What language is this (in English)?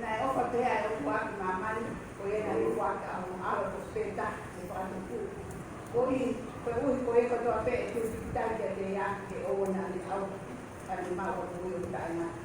Tongan